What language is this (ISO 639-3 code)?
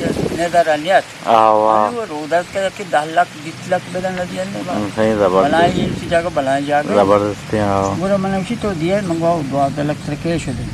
bgp